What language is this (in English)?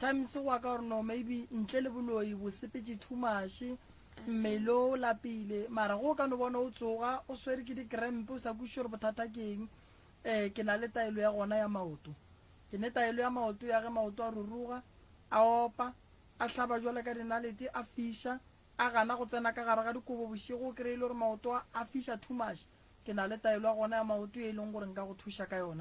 Northern Sotho